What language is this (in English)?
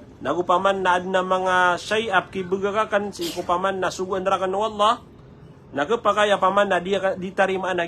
Maranao